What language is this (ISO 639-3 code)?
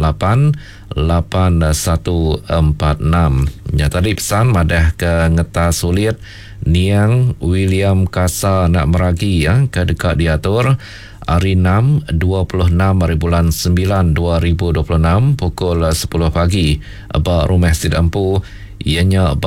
iba